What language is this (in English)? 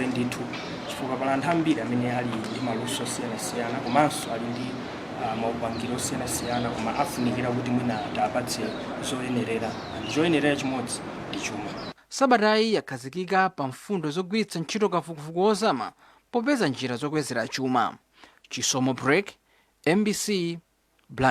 Nyanja